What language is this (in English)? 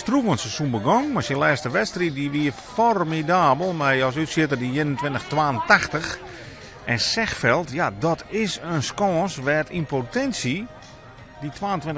Western Frisian